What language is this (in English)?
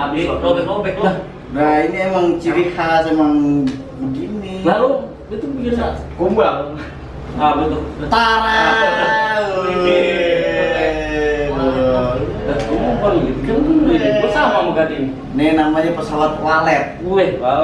Betawi